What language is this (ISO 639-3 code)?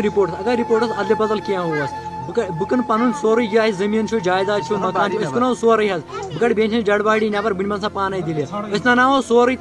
kas